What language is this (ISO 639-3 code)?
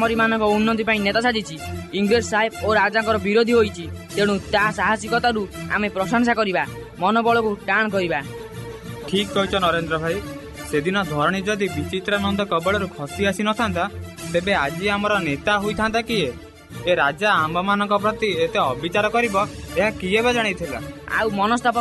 ori